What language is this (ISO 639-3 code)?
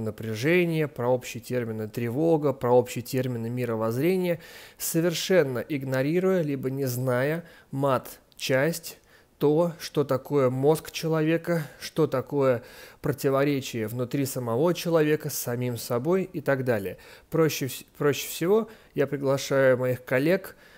rus